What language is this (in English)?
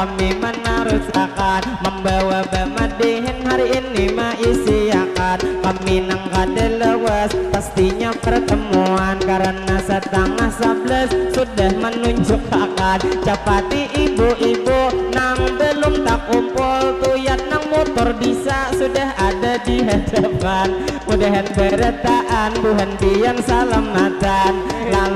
Banjar